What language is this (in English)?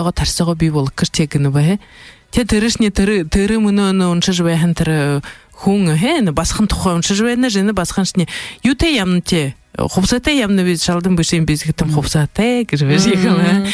Buriat